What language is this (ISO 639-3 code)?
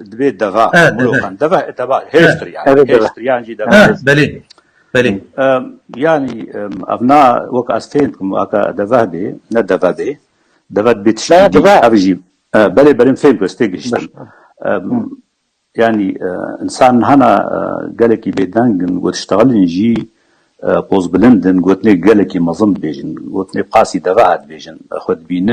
kur